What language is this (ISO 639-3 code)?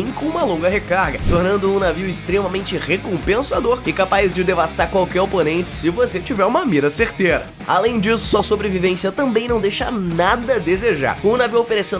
por